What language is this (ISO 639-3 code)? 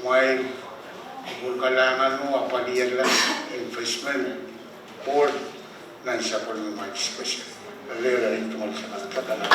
pon